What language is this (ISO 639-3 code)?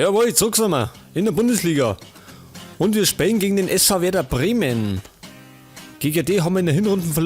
bar